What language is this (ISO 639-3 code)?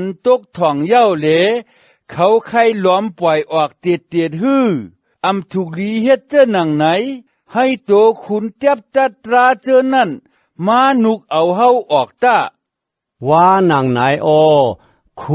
shn